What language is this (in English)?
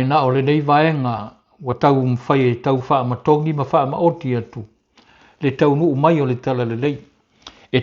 Samoan